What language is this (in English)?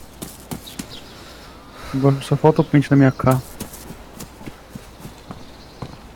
Portuguese